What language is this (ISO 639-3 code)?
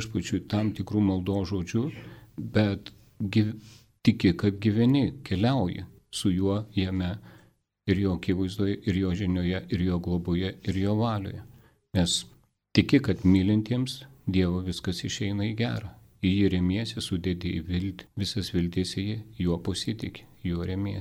lit